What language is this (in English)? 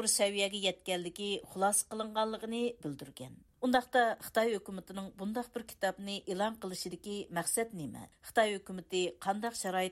Uyghur